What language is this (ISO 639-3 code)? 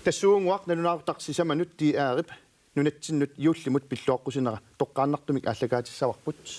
kal